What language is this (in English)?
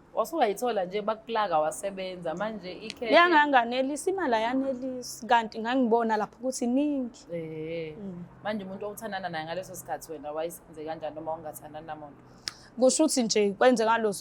Zulu